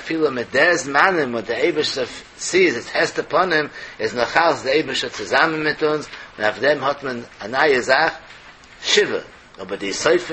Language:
Yiddish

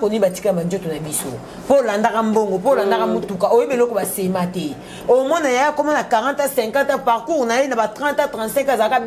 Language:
Lingala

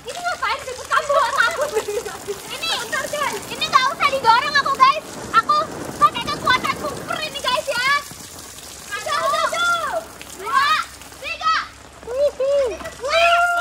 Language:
Indonesian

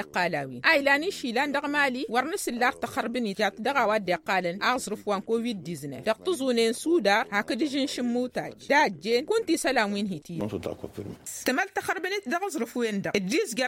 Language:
Tamasheq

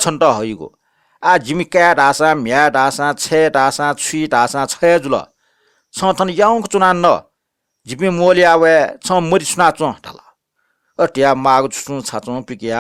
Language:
Newari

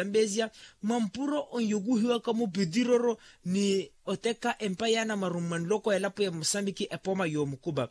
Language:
Makhuwa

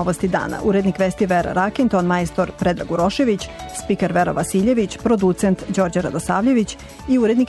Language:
Serbian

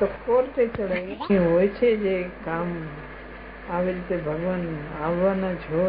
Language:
Gujarati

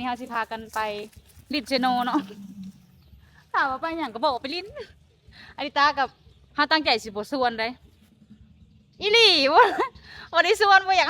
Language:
Lao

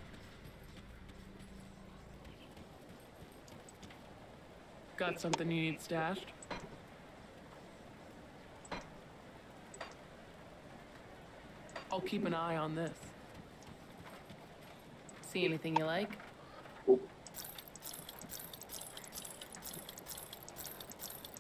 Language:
English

